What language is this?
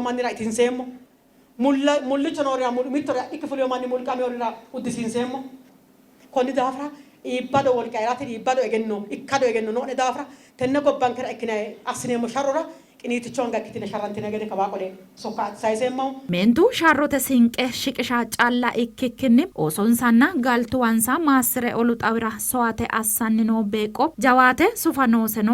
Sidamo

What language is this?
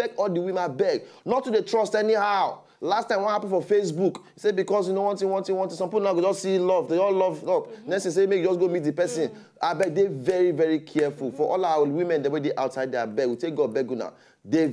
Nigerian Pidgin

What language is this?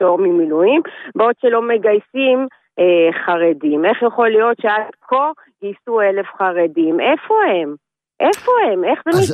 Hebrew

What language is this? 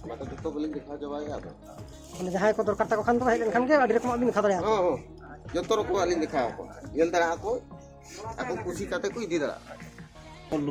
Santali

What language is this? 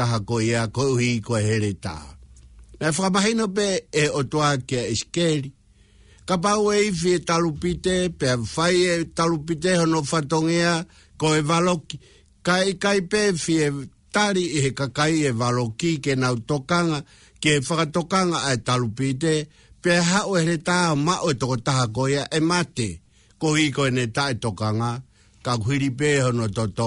Tongan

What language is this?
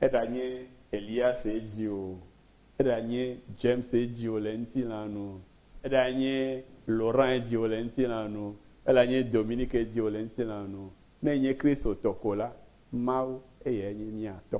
Ewe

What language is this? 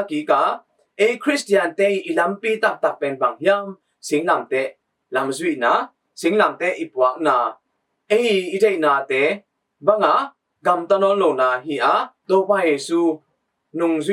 Tedim Chin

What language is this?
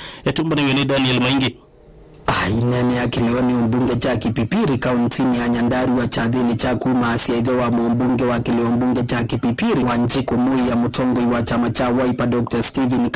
Kamba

